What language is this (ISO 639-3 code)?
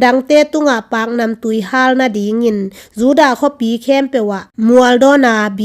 ctd